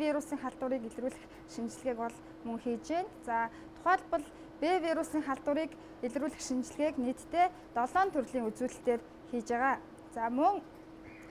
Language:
Mongolian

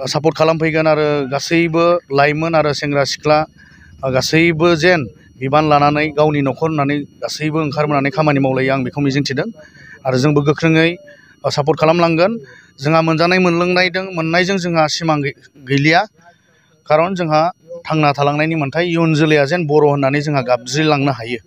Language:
Bodo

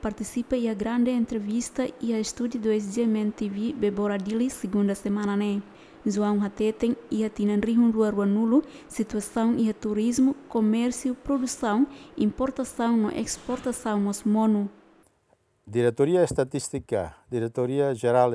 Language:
Tetum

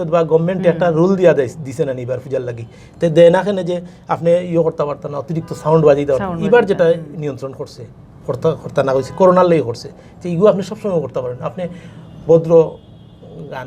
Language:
Sylheti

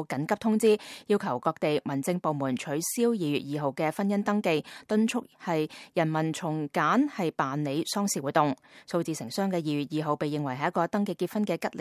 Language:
Cantonese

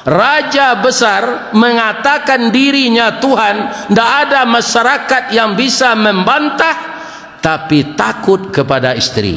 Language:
Minangkabau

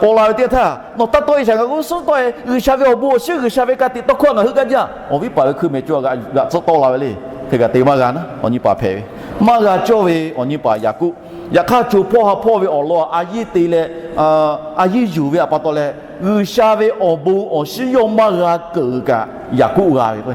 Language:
Lahu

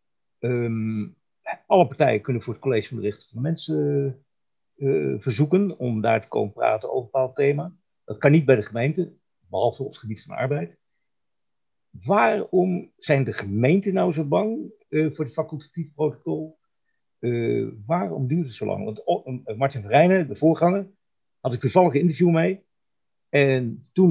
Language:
Dutch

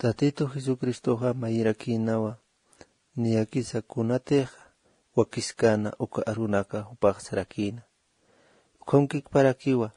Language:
Aymara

